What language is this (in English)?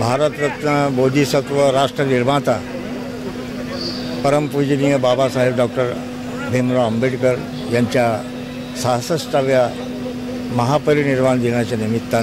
Marathi